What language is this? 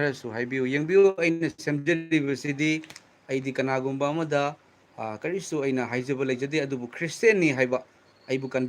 Manipuri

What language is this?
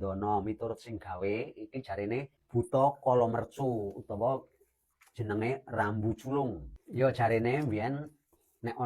Javanese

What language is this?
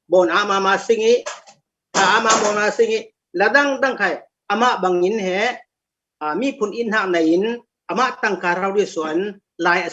Falam Chin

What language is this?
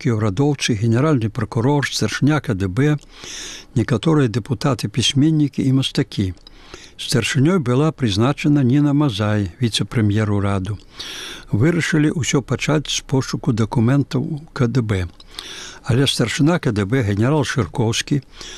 Belarusian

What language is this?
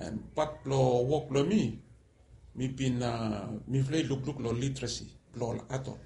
Bislama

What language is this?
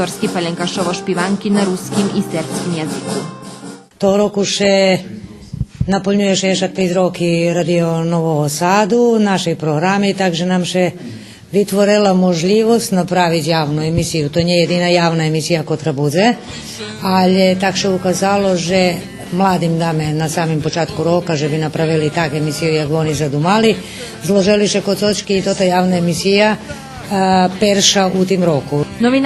Rusyn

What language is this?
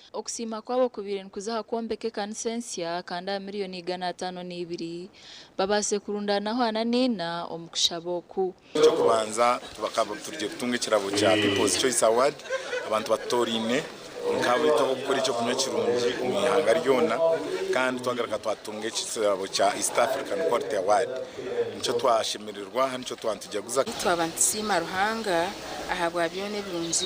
Nyankole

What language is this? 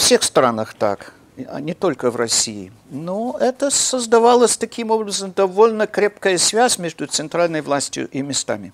Russian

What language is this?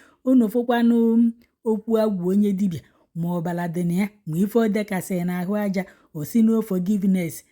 Igbo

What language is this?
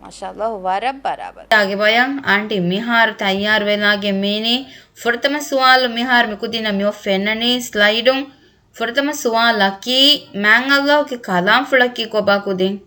Divehi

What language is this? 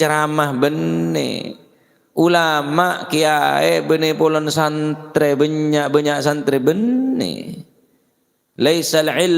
Madurese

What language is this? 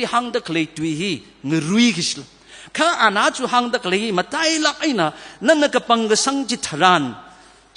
Tangkhul Naga (India)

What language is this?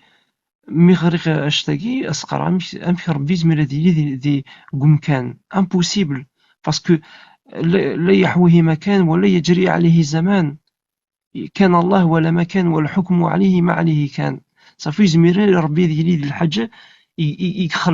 Kabyle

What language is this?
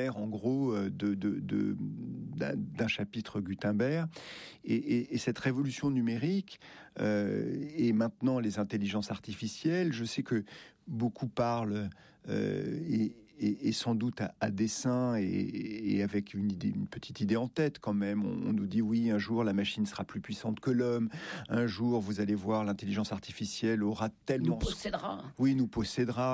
French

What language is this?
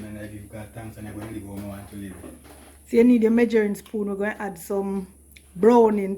Jamaican Creole English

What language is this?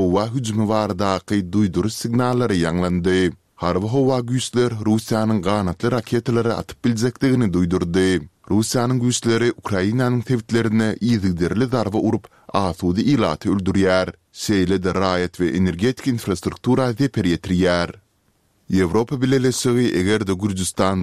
Turkmen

